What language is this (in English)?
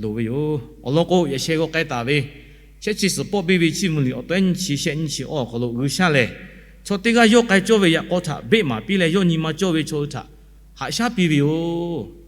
Lahu